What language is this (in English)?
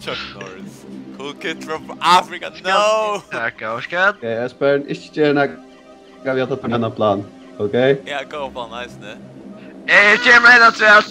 Faroese